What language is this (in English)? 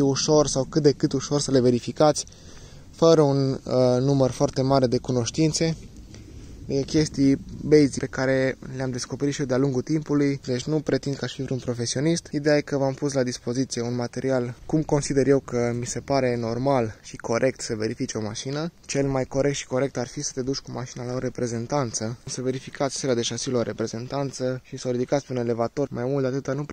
Romanian